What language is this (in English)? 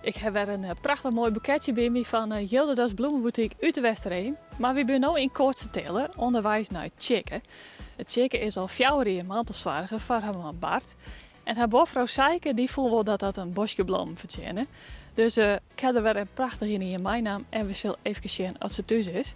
Western Frisian